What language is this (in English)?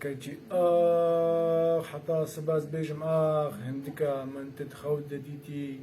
Kurdish